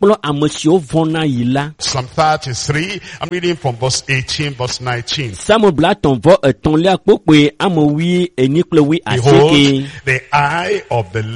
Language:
Ewe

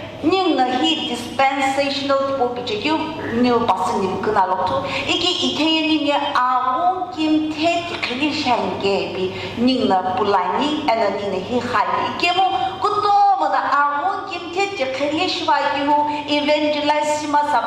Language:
Sumi Naga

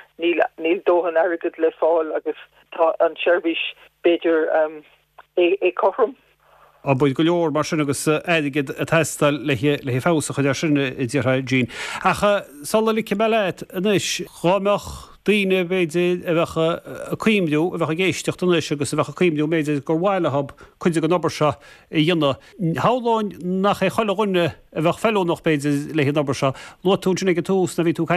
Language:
Irish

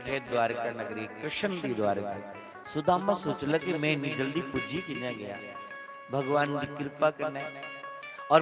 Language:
Dogri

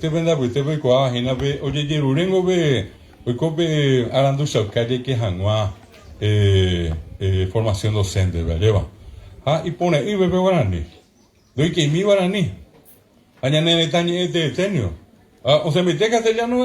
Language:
Guarani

